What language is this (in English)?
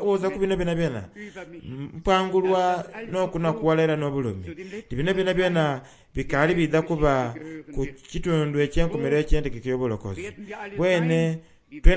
Soga